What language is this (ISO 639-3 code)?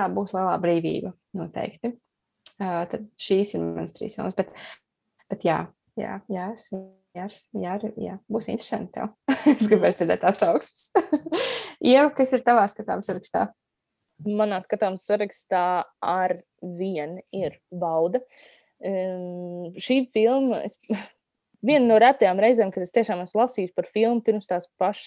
lav